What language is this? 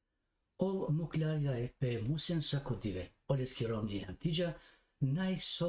Balkan Romani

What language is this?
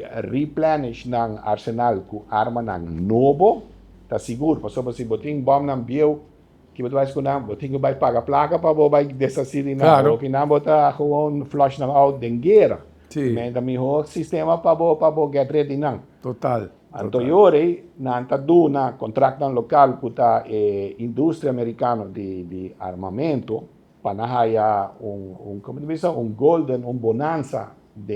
Papiamento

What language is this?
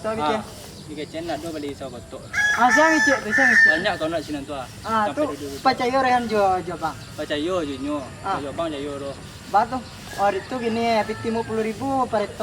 Minangkabau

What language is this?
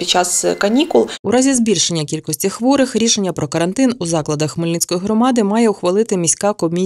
Ukrainian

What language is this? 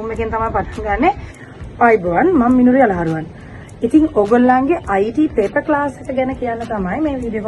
Sinhala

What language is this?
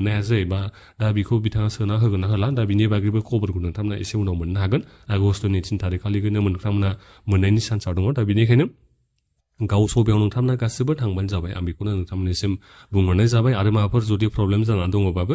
Bodo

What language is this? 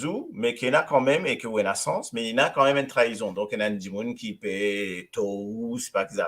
Morisyen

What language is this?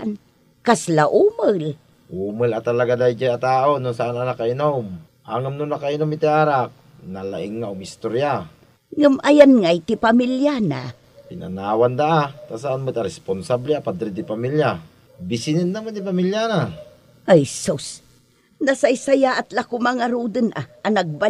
Iloko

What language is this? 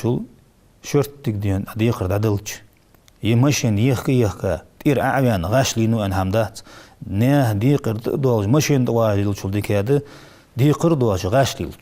Ingush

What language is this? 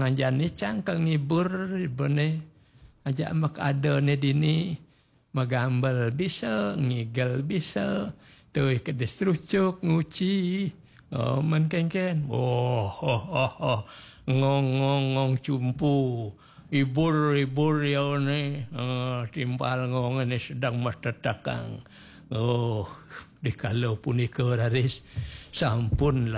Balinese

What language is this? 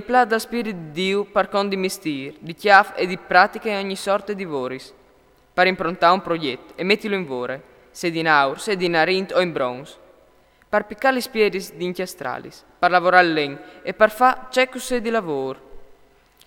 Friulian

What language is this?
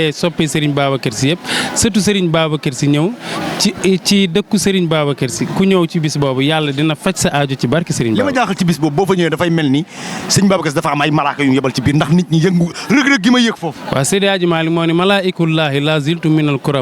Wolof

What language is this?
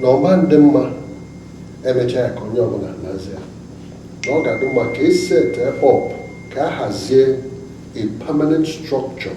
Igbo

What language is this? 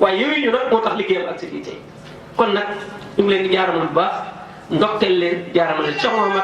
Wolof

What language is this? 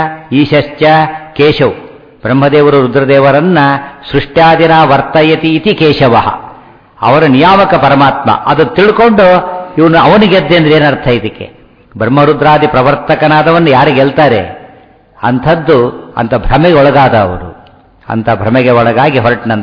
Kannada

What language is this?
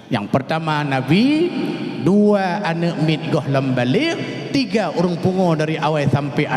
Achinese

